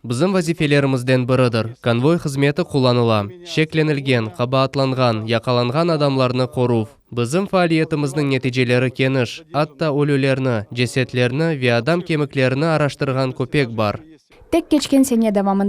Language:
Crimean Tatar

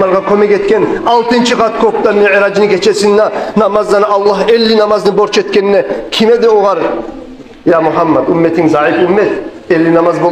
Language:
Kumyk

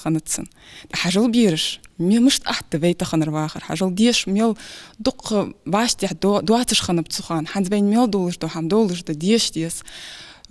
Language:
Ingush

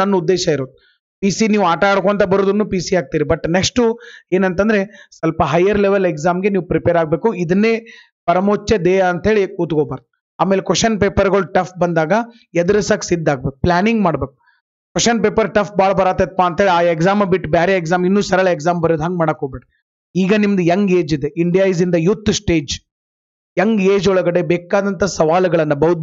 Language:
Kannada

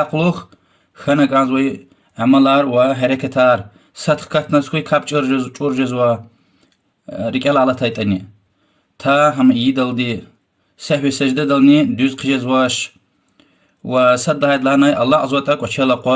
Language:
Lezghian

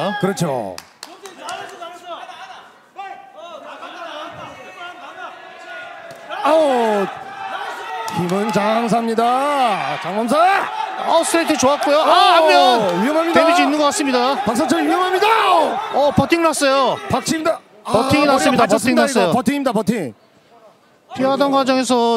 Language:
Korean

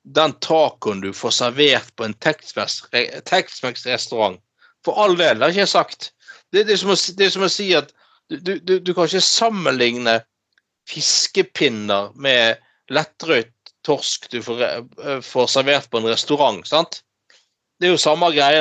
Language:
Norwegian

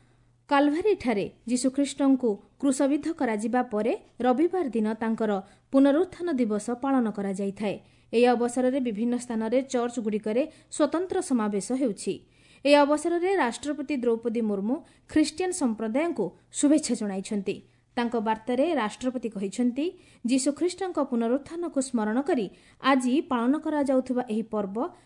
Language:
Odia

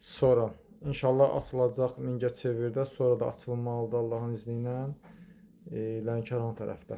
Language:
Azerbaijani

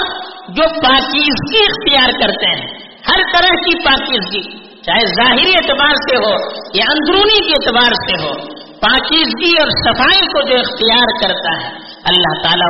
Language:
Urdu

